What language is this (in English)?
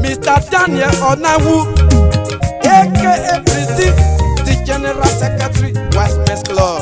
Esan